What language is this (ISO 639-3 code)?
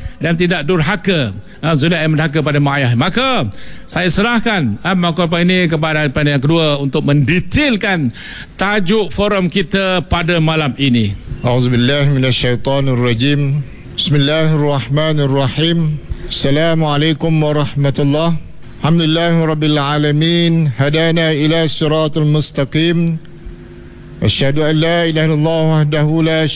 msa